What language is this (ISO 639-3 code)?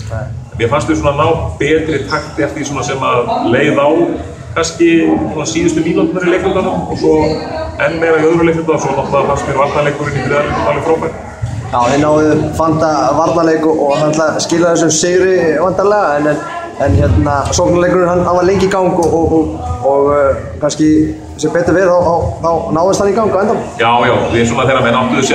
isl